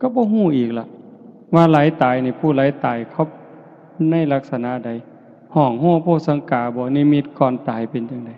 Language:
Lao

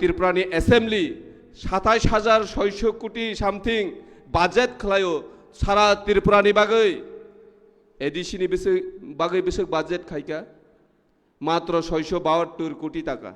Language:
Kok Borok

